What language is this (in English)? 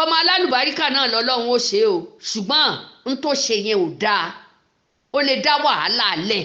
Yoruba